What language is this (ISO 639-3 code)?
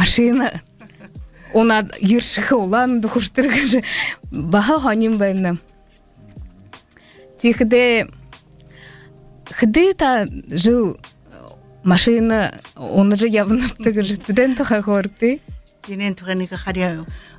bua